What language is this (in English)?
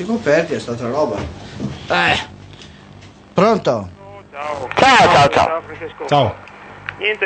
Italian